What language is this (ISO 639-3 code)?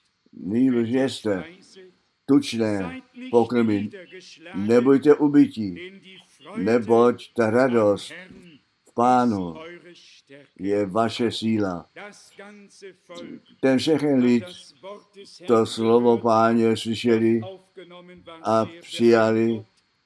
ces